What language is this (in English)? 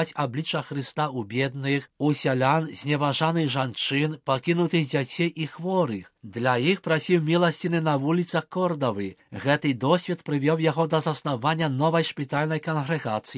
Belarusian